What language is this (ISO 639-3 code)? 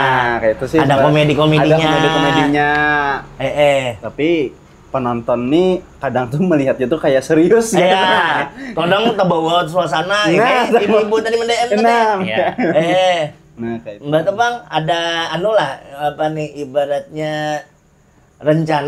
bjn